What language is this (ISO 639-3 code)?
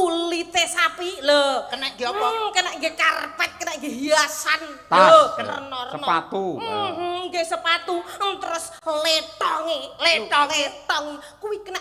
jav